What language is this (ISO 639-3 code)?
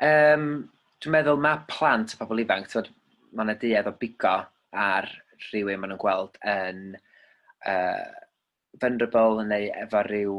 cym